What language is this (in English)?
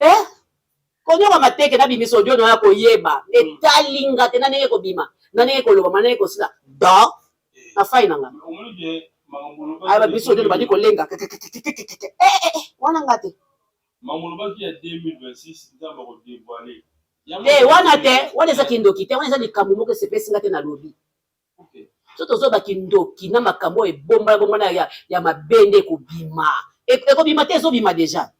Lingala